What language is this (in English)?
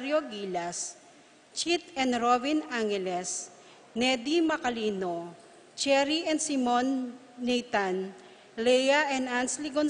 Pampanga